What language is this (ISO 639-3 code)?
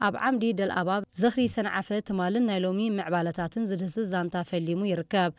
tir